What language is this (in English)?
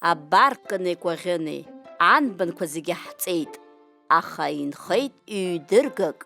Abkhazian